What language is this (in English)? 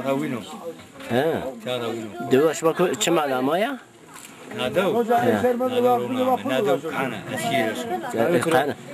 Zaza